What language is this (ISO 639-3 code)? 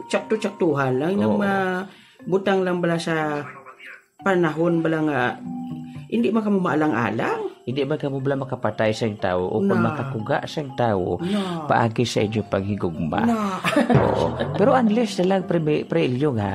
hil